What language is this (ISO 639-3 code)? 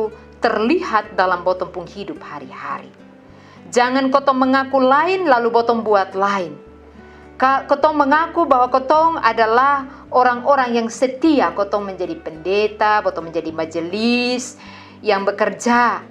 mkn